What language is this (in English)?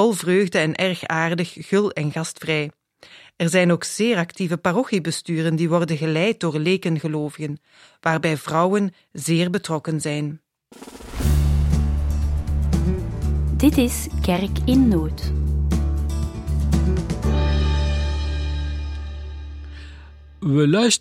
Dutch